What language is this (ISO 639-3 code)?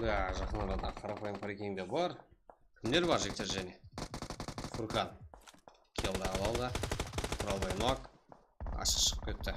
kaa